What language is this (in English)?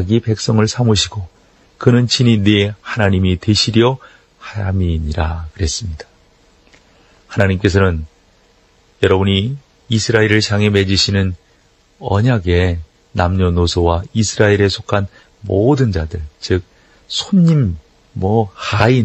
Korean